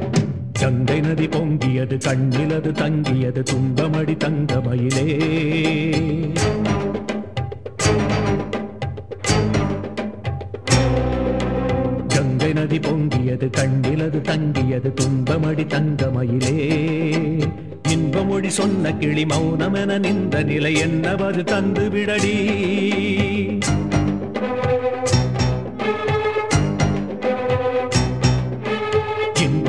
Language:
Tamil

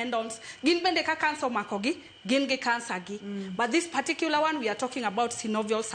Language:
Luo (Kenya and Tanzania)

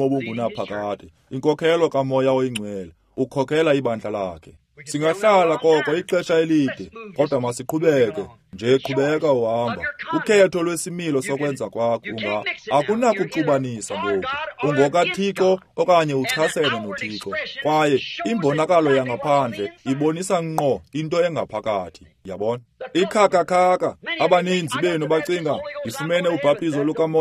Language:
Xhosa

